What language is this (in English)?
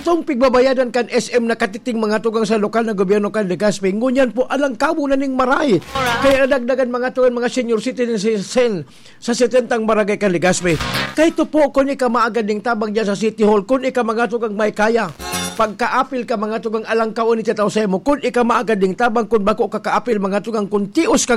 Bikol